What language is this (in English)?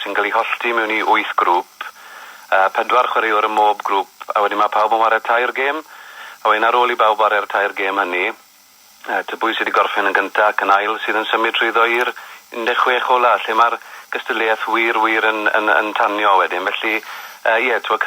Welsh